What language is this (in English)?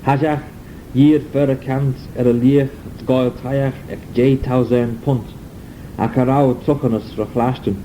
Manx